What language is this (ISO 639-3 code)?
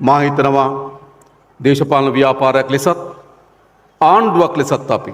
sin